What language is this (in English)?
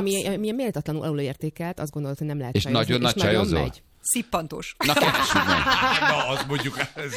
Hungarian